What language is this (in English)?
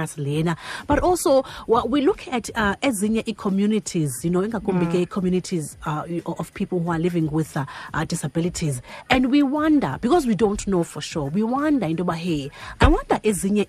Xhosa